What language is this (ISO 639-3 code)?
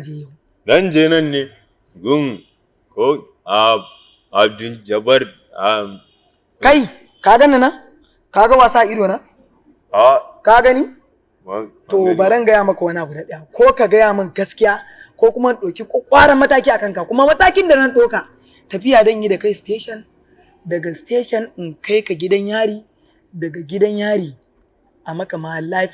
hau